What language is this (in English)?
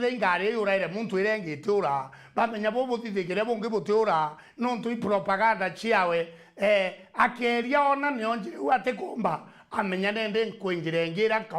Meru